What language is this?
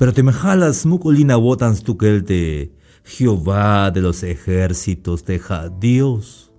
Tzeltal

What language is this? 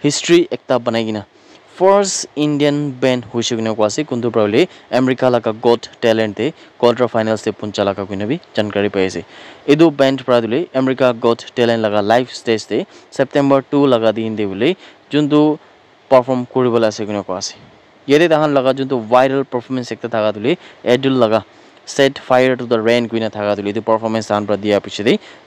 Naga Pidgin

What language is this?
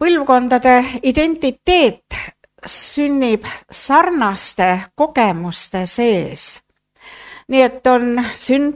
Estonian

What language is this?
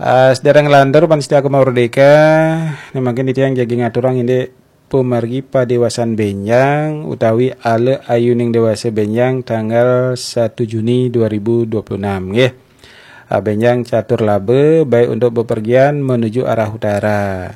Balinese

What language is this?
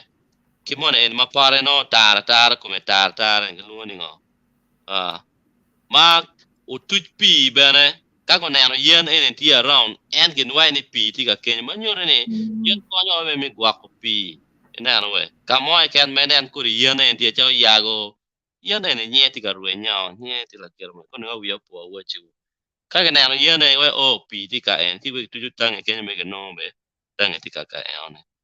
Acoli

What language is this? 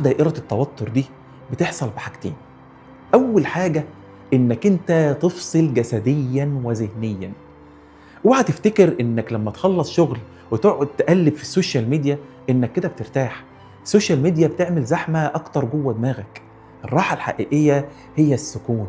Egyptian Arabic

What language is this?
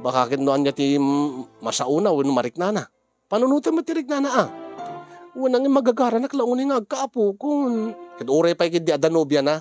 Iloko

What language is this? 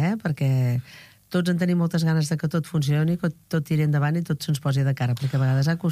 Catalan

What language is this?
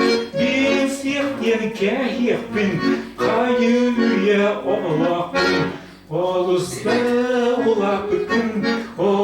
Yakut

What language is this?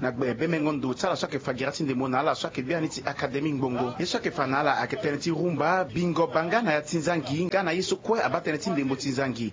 Sango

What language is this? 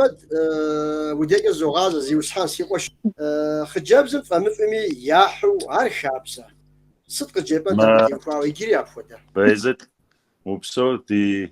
Kabardian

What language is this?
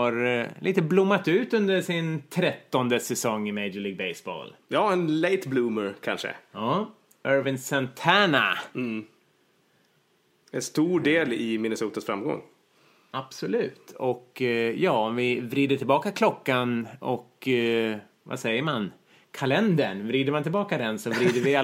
Swedish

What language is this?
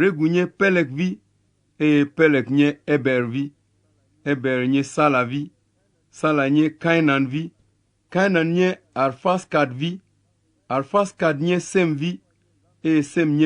Ewe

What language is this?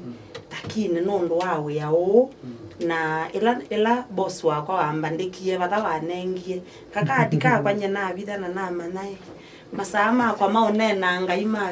Kamba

